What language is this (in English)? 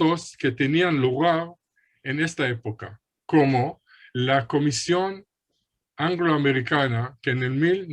Ladino